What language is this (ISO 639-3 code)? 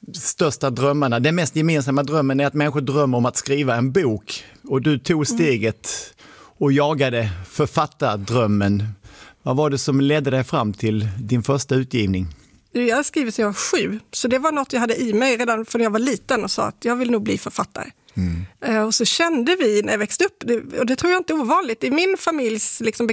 swe